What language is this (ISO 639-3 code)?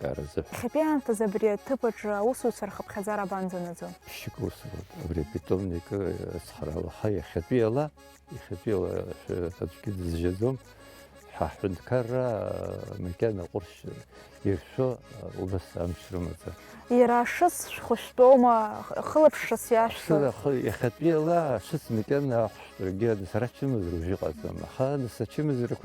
abk